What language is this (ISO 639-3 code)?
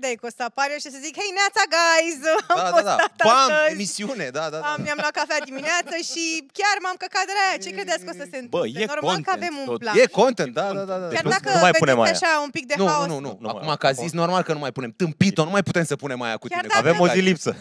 ron